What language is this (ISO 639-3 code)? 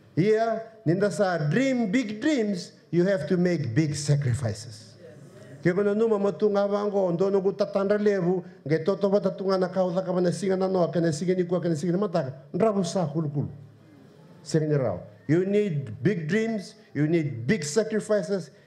fij